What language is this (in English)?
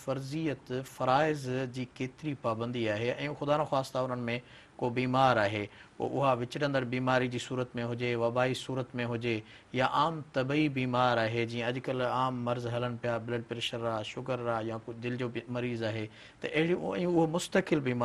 Sindhi